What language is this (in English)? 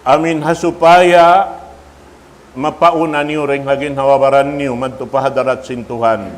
Tausug